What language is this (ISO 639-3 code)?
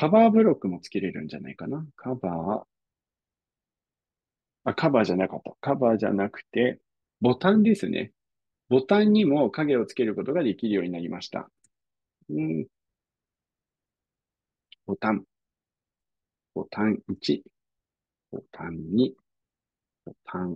jpn